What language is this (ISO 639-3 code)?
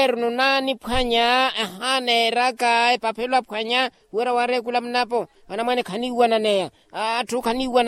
vmw